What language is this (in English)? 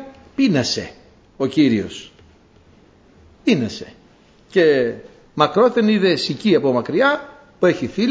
Greek